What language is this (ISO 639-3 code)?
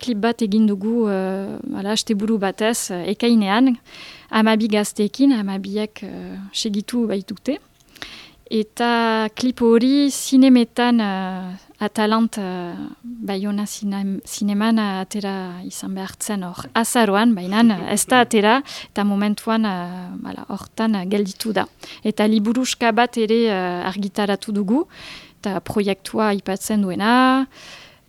eus